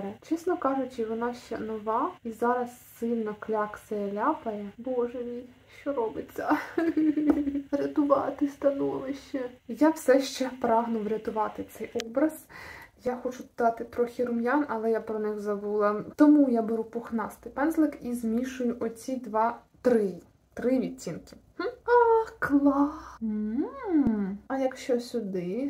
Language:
Ukrainian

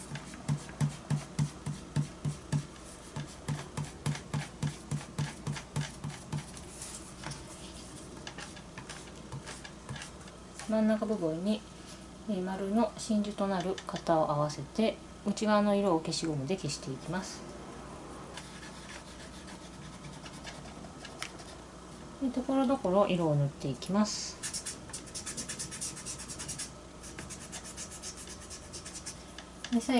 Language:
Japanese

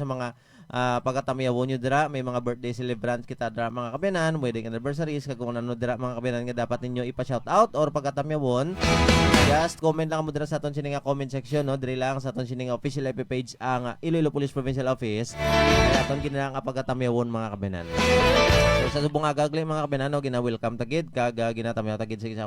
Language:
Hiligaynon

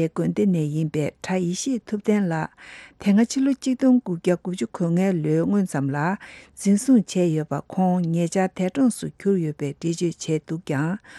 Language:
Tibetan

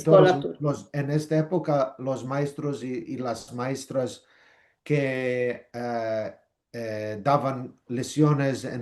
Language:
Ladino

